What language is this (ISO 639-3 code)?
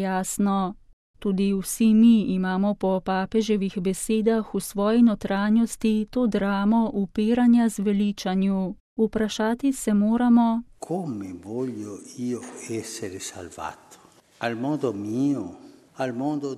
slv